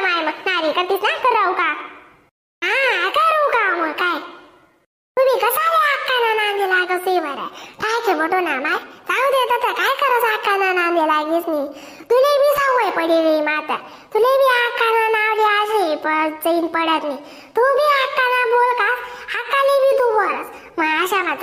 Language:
Khandesi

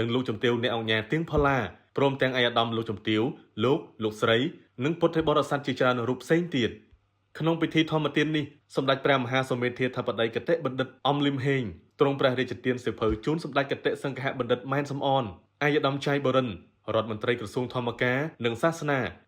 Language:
Khmer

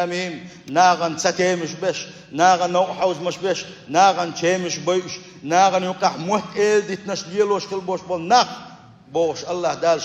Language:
Chechen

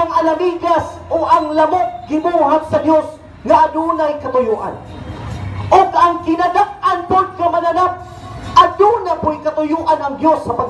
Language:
Cebuano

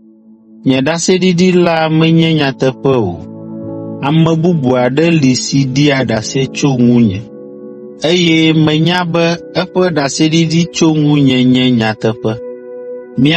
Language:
Ewe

